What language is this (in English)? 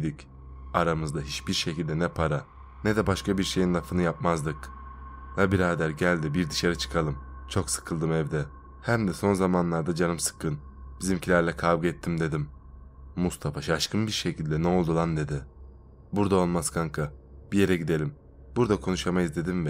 Turkish